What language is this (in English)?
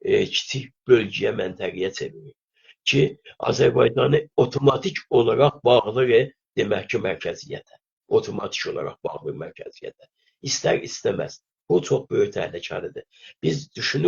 South Azerbaijani